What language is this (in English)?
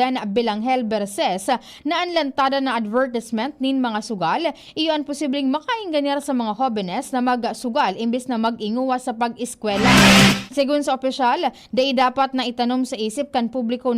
Bikol